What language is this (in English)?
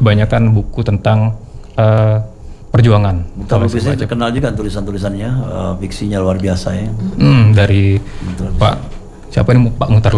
Indonesian